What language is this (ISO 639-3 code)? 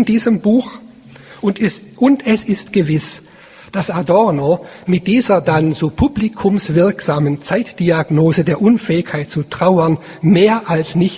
deu